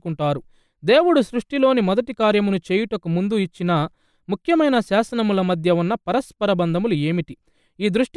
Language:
Telugu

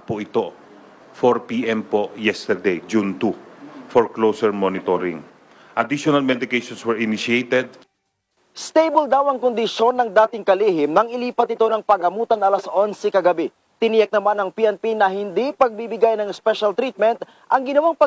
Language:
Filipino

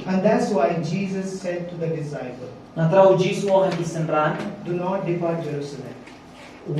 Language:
Khasi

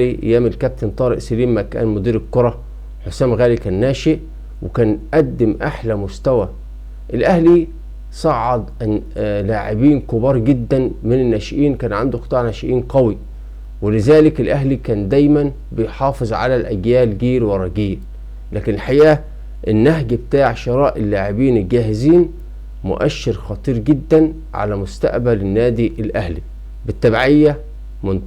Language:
Egyptian Arabic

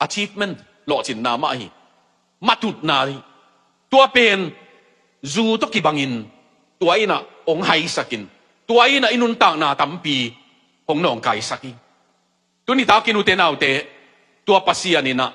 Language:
Tedim Chin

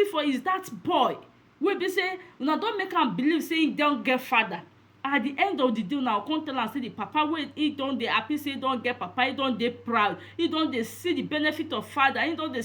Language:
Nigerian Pidgin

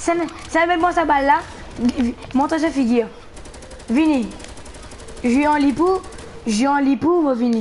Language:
Morisyen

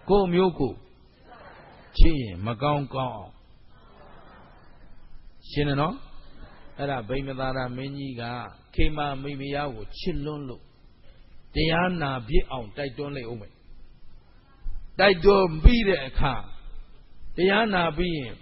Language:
Burmese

